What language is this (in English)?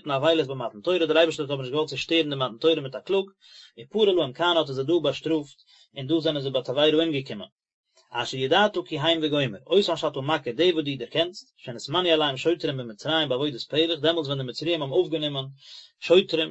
Yiddish